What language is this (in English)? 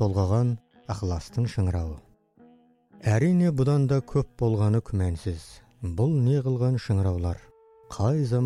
Kazakh